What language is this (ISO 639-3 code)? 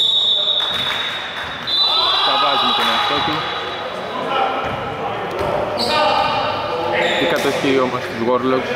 ell